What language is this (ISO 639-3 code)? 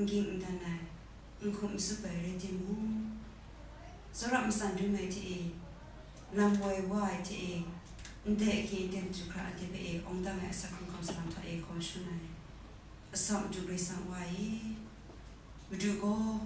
kac